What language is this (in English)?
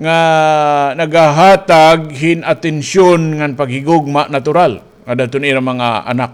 Waray